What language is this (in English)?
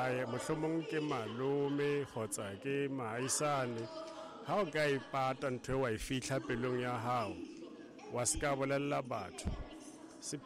Southern Sotho